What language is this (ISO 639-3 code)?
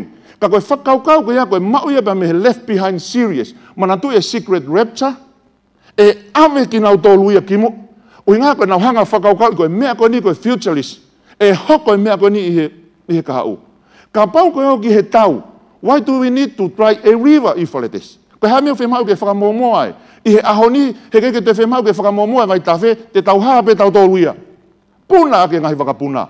ton